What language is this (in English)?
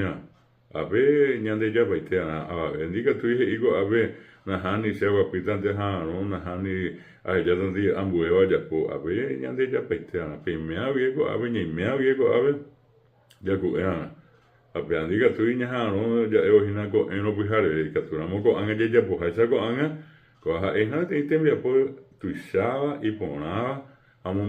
Guarani